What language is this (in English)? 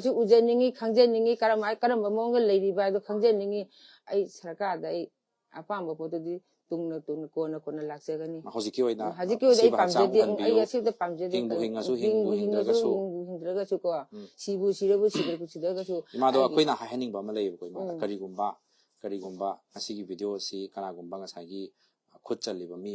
Manipuri